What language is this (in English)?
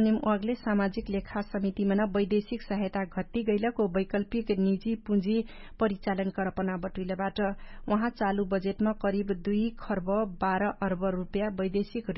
Dangaura Tharu